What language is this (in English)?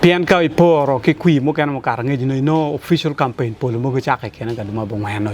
Acoli